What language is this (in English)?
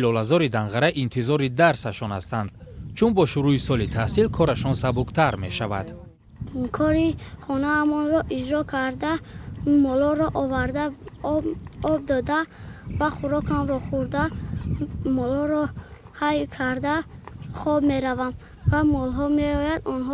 Tajik